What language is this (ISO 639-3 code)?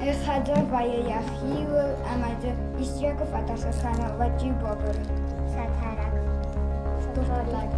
oss